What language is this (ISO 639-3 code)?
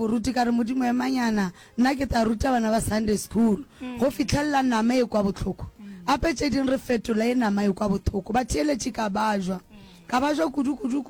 nso